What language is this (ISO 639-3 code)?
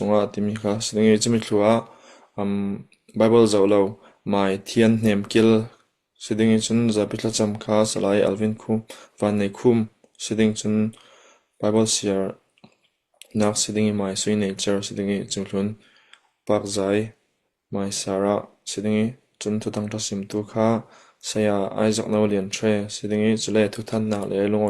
cfm